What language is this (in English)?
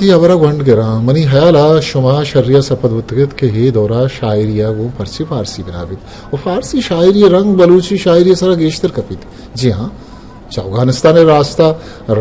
Eastern Balochi